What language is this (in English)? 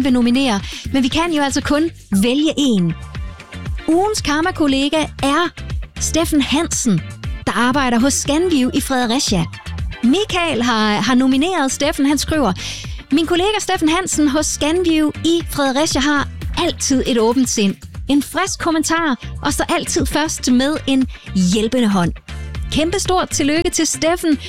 Danish